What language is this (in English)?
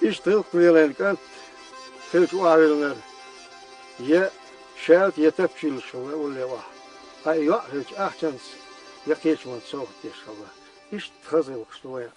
Chechen